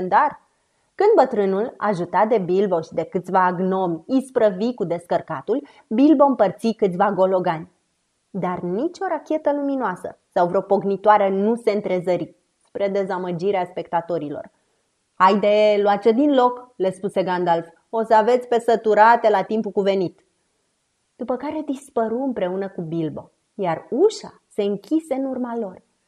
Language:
Romanian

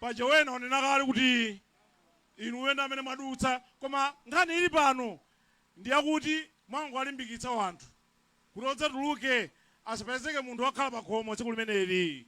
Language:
Nyanja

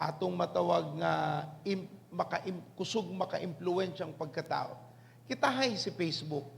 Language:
Cebuano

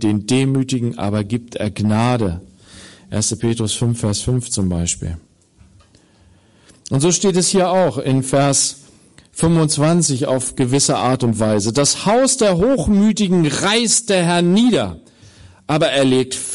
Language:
German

